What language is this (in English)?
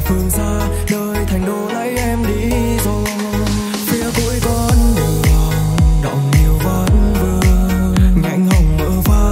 Vietnamese